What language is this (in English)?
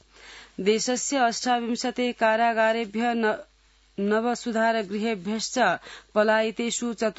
Sanskrit